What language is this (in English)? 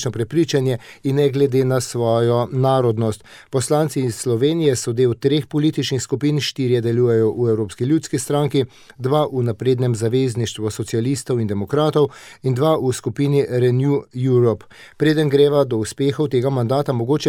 Slovenian